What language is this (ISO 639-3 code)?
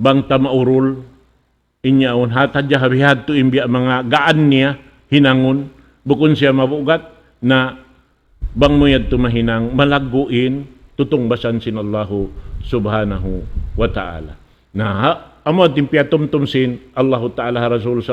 tsg